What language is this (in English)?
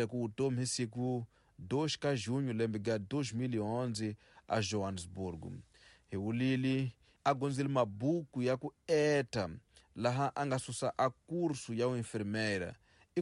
Tsonga